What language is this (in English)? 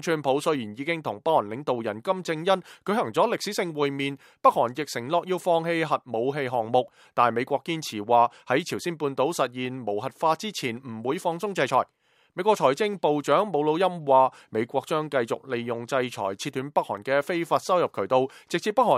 Cantonese